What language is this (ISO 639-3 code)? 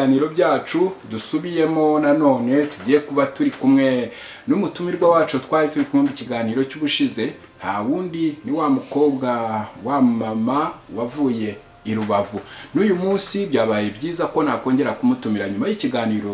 kin